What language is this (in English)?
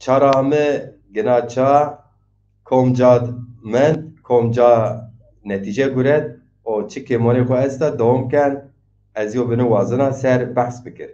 Zaza